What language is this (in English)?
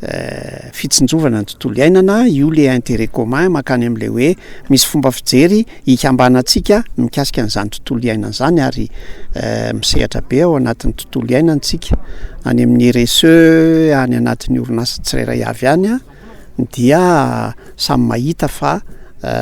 Malagasy